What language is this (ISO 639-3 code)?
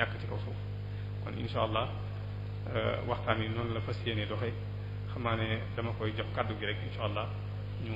wol